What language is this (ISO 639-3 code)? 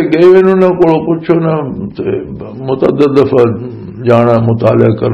lah